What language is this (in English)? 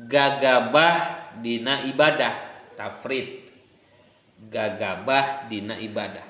Sundanese